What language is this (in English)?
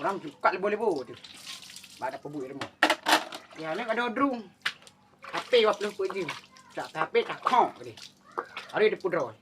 Achinese